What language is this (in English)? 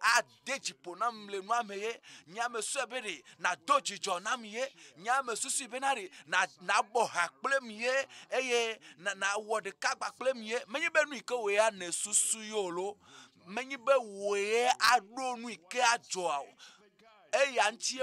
Ewe